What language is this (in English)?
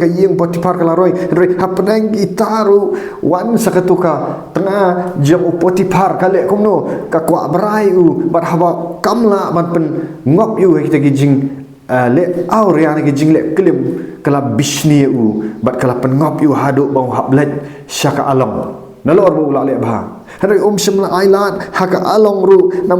Khasi